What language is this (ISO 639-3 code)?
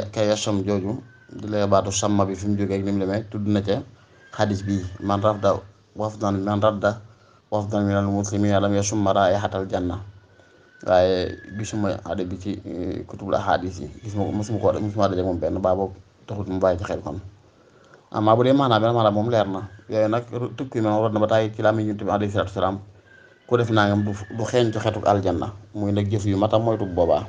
wol